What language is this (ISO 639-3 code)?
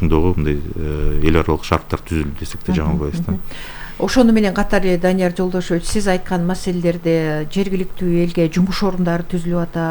kir